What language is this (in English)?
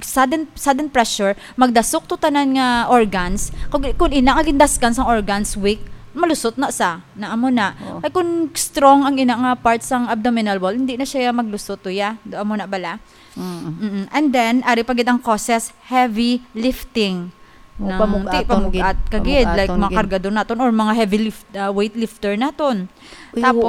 Hiligaynon